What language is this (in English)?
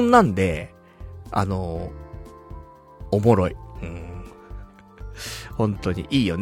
Japanese